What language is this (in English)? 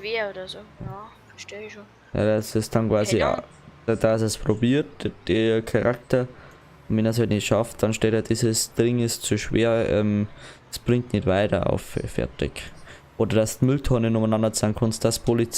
Bavarian